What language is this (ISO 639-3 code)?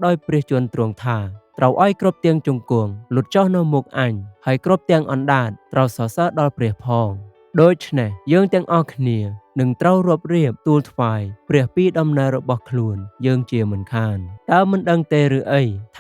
khm